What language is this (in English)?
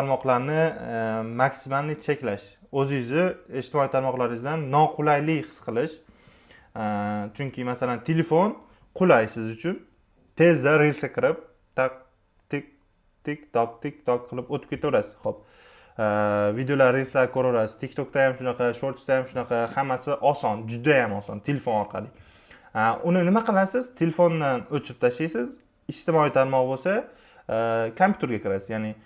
Uzbek